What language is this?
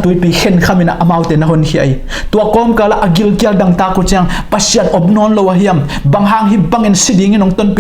Tedim Chin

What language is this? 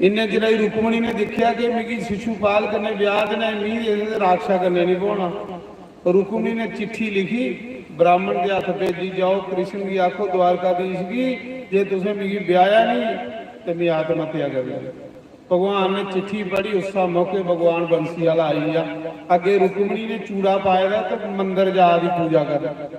Dogri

